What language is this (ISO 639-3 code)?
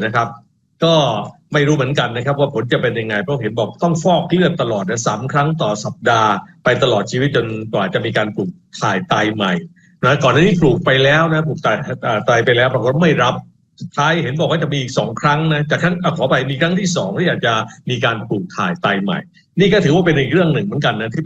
tha